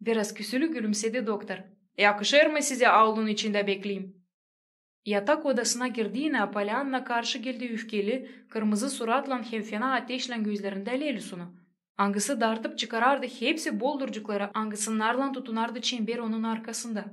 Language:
Gagauz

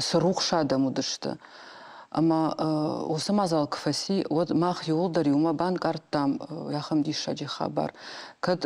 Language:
Ossetic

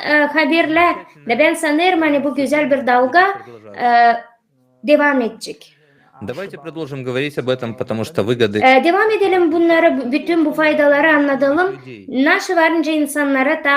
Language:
Gagauz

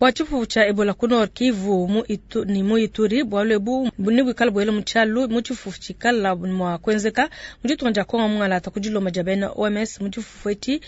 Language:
Luba-Lulua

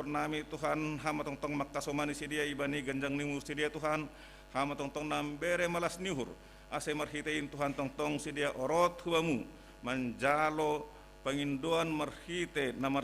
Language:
Batak Simalungun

